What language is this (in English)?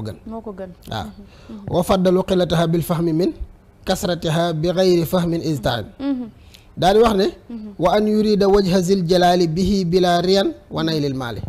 Wolof